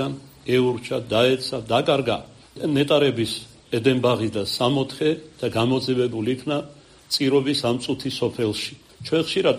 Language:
Georgian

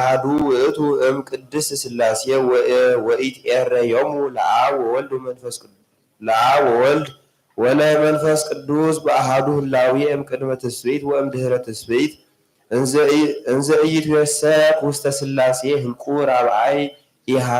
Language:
Geez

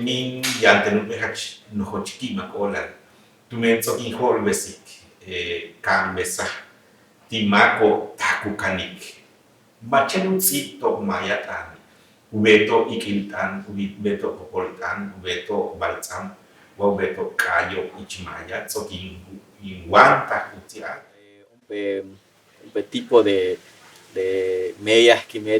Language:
Yucateco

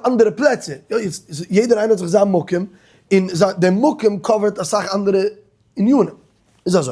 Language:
Yiddish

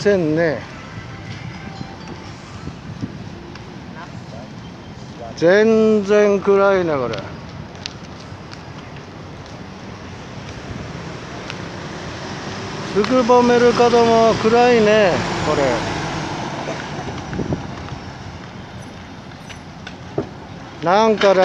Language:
Japanese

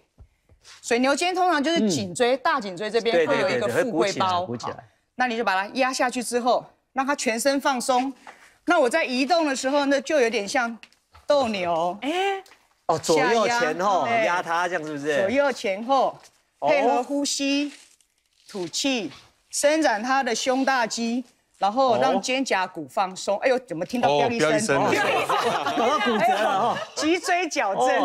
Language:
Chinese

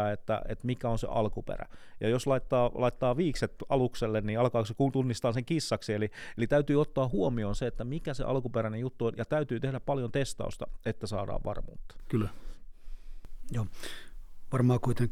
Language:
Finnish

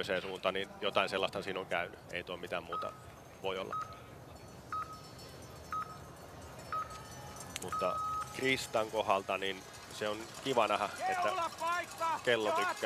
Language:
Finnish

